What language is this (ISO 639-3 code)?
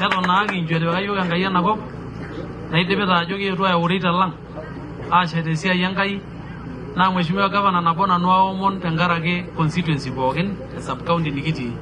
mas